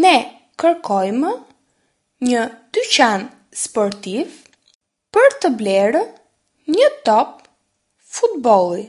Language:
Albanian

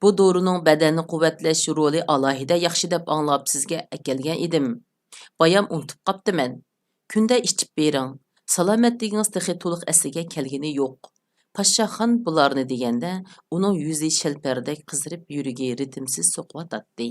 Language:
Uyghur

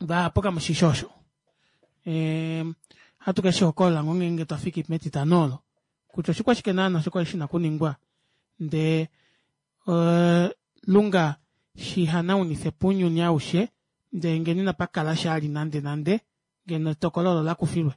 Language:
Kuanyama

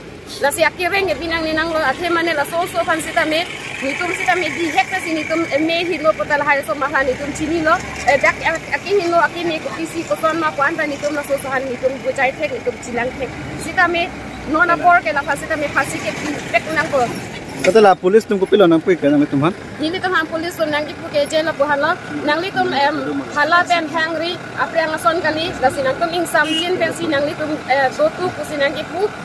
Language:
Karbi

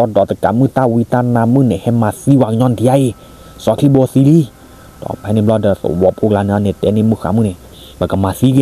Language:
S'gaw Karen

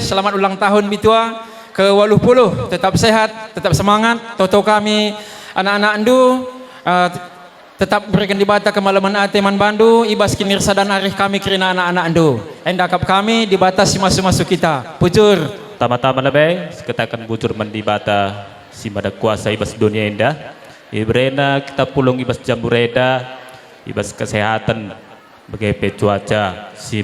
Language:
Batak Karo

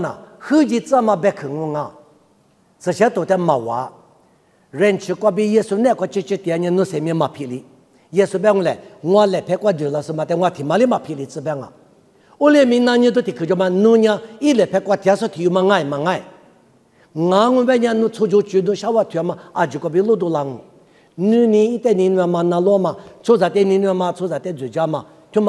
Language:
Lisu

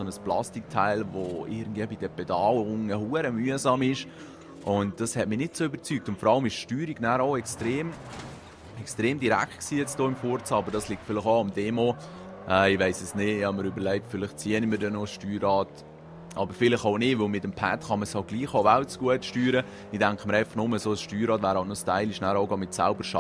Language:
Swiss German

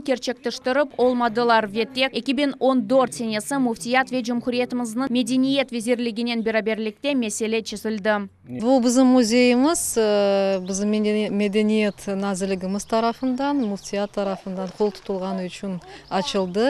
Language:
Crimean Tatar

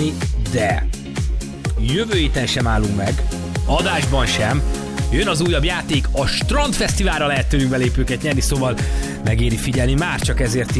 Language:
Hungarian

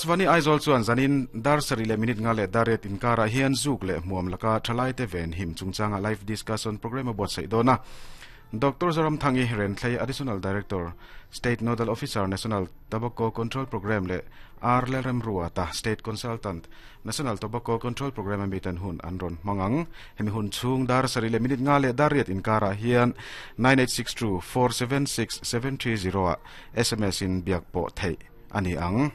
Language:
Mizo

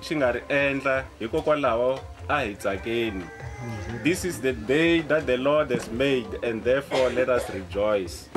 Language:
Tsonga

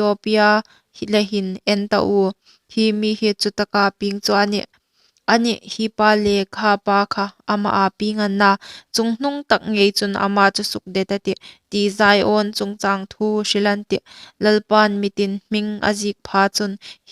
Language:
Hmar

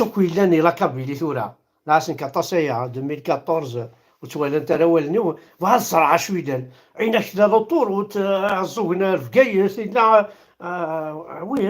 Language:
Kabyle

